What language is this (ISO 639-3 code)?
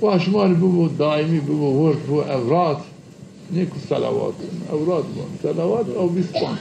zza